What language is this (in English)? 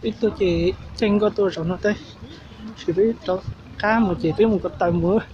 Hmong